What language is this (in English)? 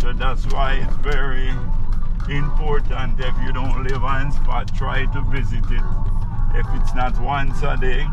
Jamaican Creole English